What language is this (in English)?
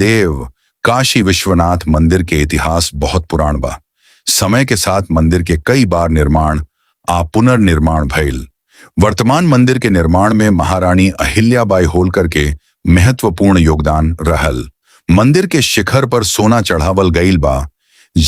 Bhojpuri